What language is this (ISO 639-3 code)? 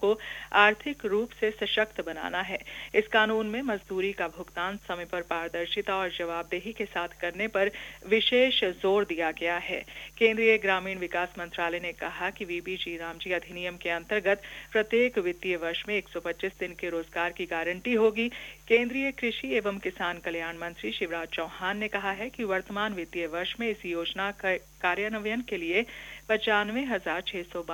hin